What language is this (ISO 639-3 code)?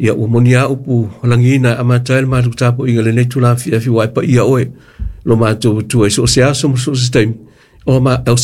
smo